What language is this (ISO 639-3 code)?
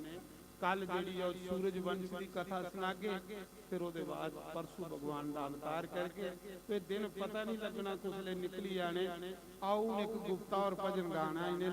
doi